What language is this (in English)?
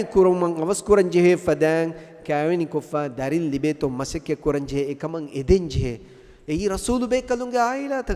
Divehi